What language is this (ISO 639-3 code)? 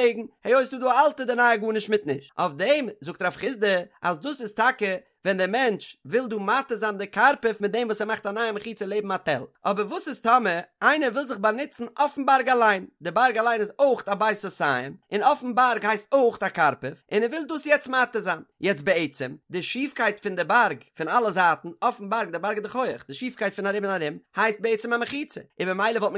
yid